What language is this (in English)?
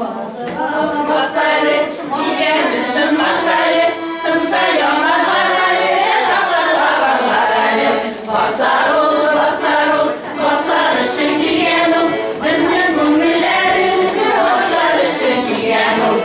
Bashkir